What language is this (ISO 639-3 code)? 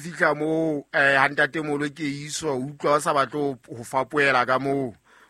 sot